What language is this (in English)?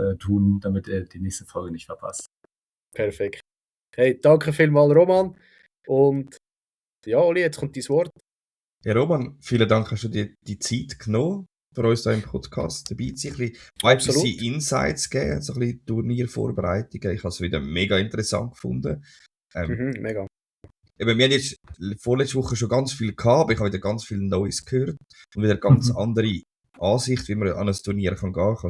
Swiss German